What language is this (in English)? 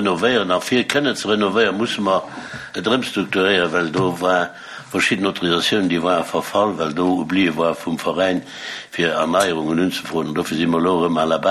Luxembourgish